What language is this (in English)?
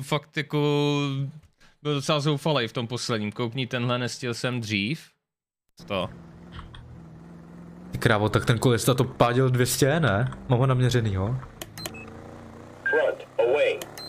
Czech